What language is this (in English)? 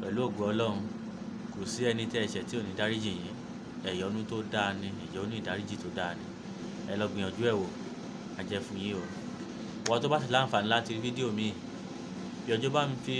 Yoruba